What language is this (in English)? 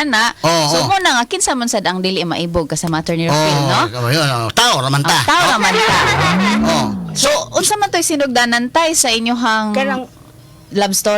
Cebuano